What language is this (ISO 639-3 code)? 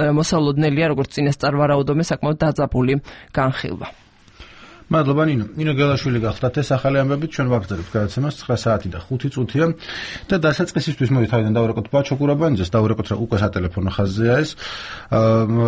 kat